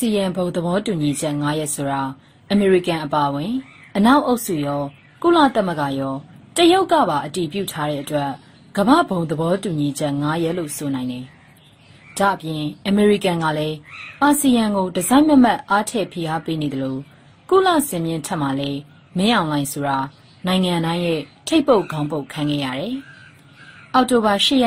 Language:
Burmese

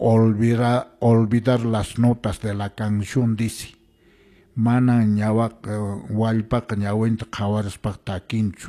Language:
Quechua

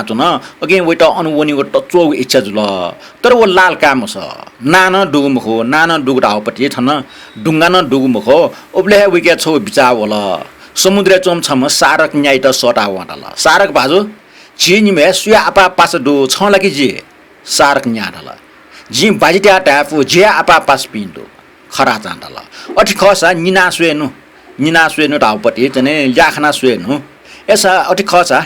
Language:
Newari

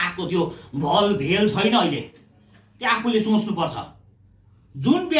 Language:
Nepali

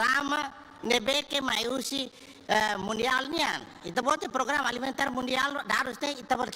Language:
Tetum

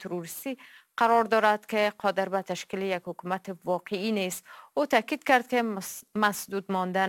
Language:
Persian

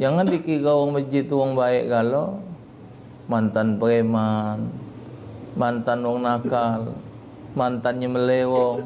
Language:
Musi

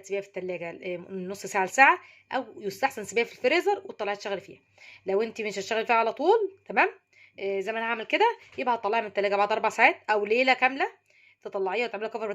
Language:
Egyptian Arabic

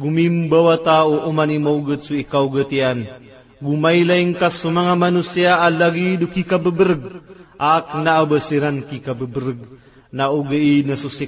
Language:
Maranao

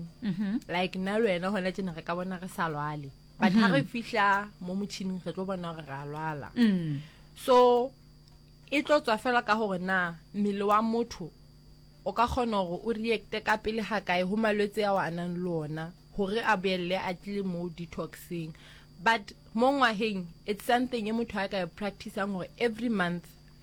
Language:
Northern Sotho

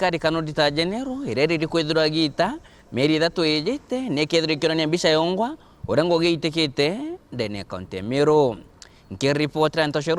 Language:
Meru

